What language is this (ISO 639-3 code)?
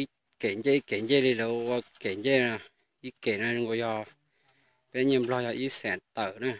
hmn